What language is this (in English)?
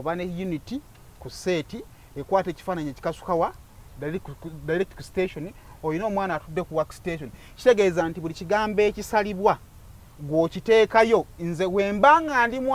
Ganda